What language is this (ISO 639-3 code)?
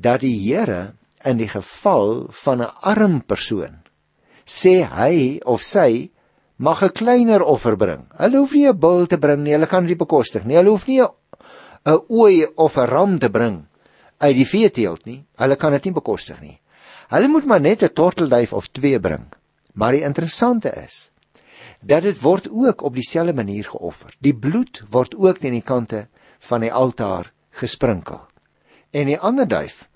afr